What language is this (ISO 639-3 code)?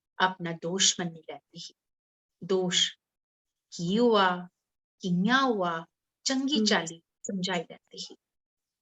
doi